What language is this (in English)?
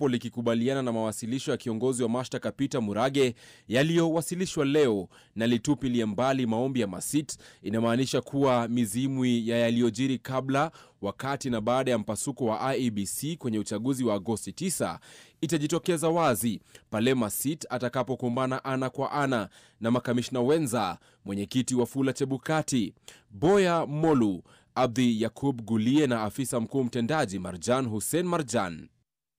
Swahili